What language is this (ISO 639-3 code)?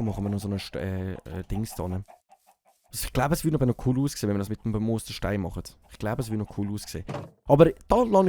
gsw